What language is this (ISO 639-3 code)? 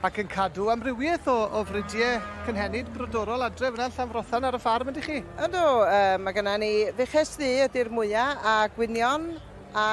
cym